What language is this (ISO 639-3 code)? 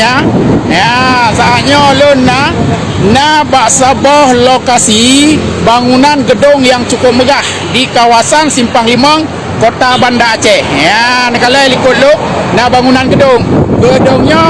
ace